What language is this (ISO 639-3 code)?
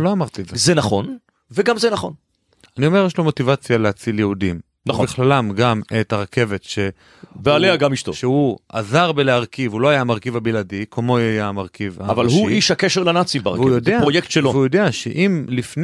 heb